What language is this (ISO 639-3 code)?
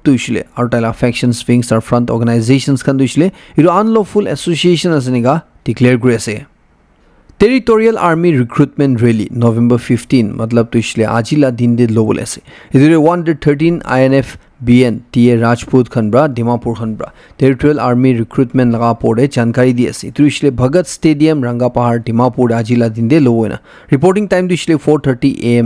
nag